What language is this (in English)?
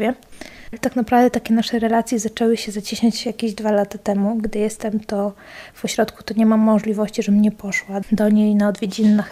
Polish